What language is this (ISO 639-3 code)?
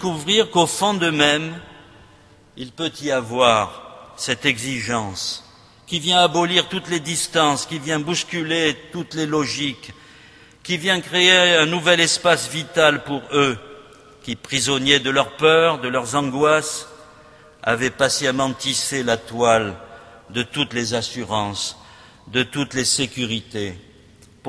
fra